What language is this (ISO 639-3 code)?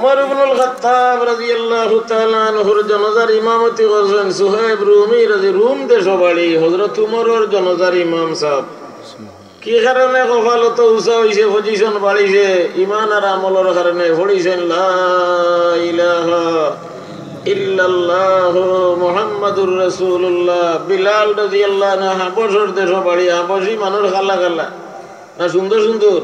syl